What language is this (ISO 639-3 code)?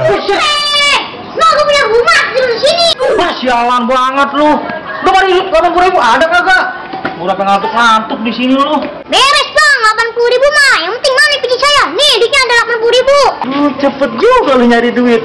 bew